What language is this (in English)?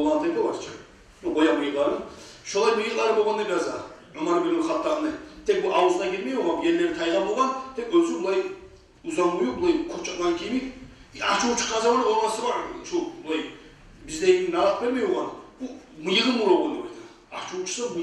Kumyk